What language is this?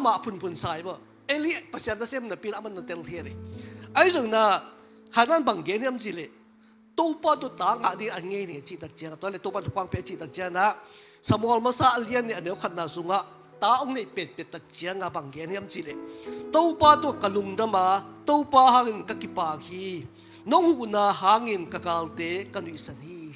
Tedim Chin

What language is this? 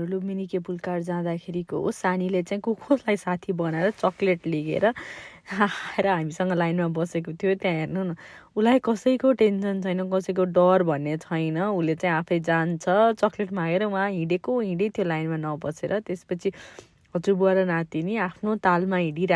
Nepali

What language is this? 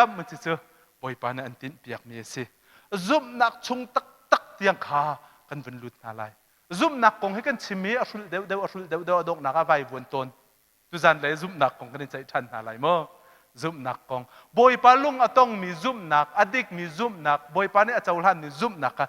Hakha Chin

